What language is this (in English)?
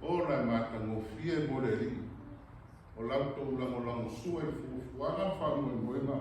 Samoan